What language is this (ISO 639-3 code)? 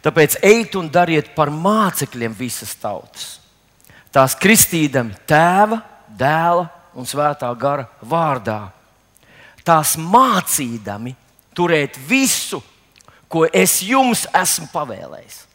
lav